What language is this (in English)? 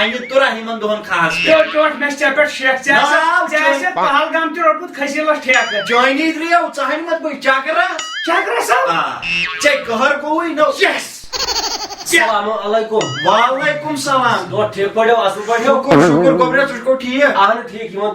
Kashmiri